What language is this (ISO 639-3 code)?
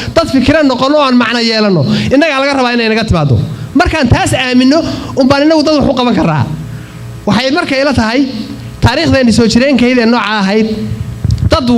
som